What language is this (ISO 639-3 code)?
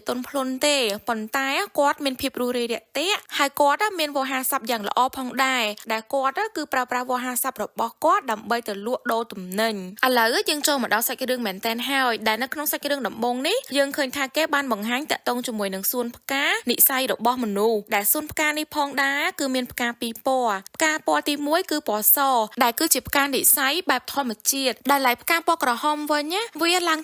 khm